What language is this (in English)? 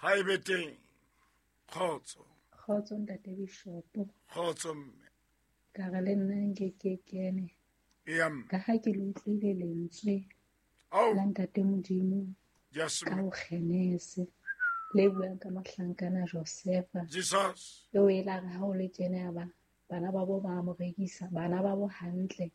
Southern Sotho